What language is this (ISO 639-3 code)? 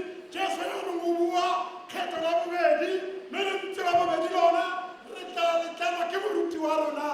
tsn